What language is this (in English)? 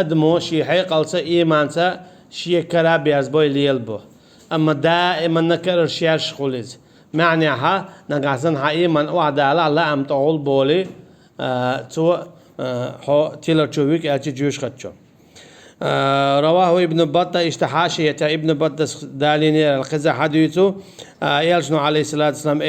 Chechen